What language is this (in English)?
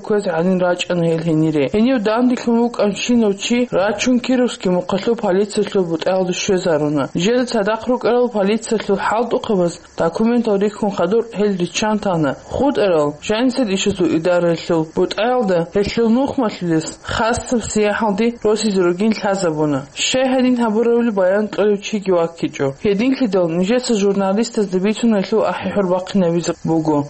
Avaric